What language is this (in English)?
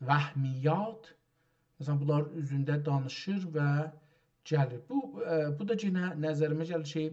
South Azerbaijani